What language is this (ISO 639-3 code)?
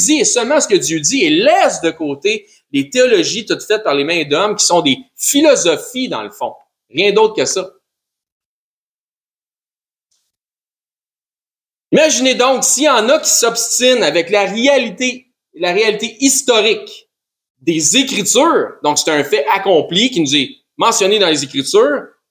fra